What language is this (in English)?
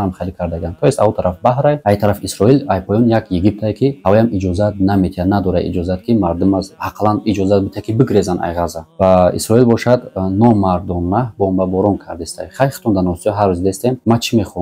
Tajik